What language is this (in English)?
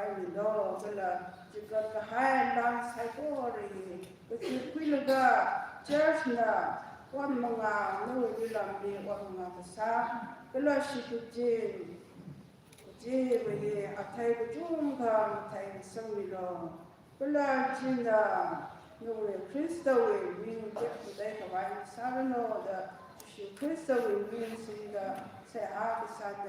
Tangkhul Naga (India)